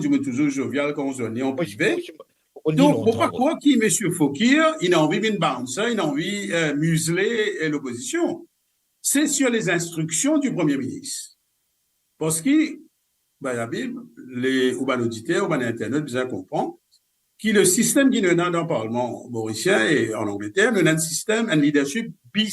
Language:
Morisyen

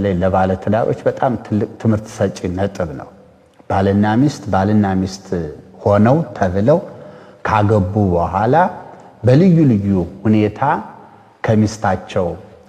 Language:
Amharic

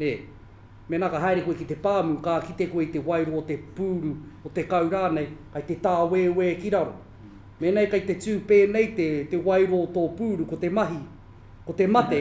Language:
Māori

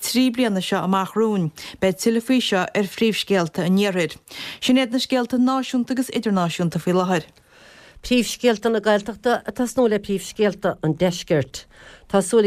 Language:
Irish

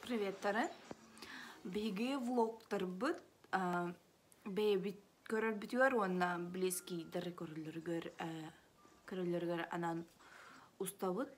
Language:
Yakut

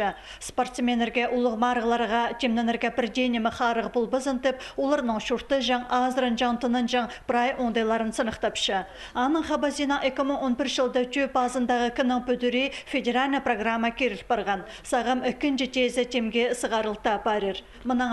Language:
Khakas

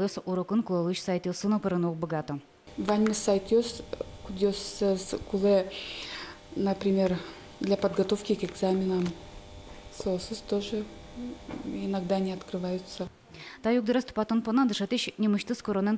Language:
Udmurt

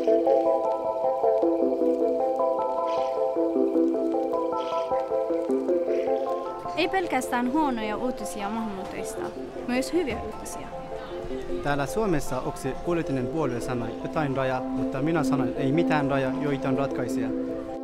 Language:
Finnish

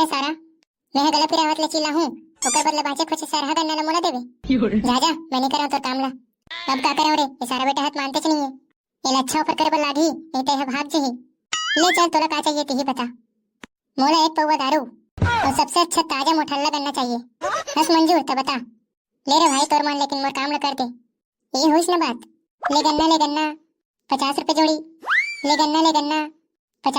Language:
Chhattisgarhi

